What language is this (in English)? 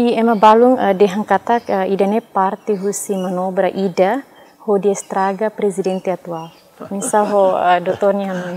Tetum